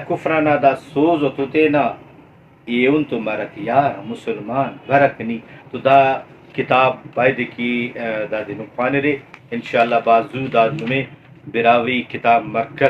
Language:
Brahui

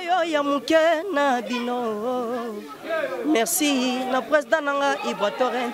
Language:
Lingala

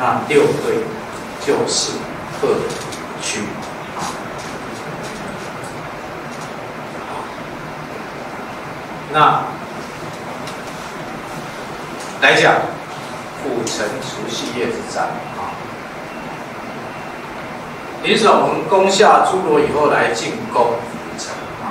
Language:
Chinese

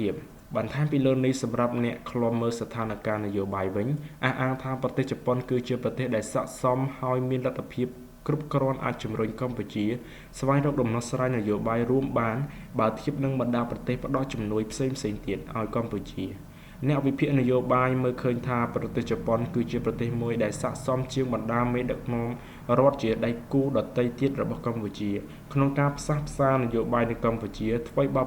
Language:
Khmer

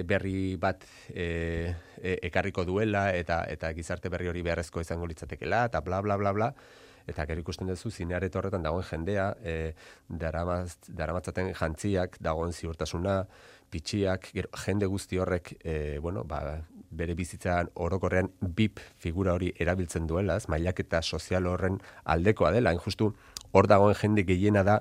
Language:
Basque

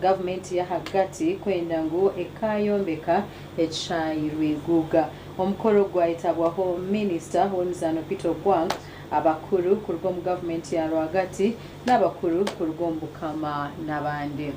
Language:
Nyankole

